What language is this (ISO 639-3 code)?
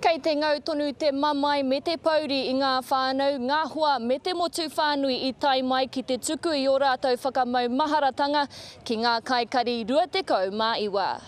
mri